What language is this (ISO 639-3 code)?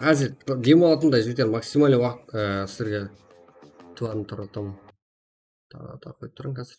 kaa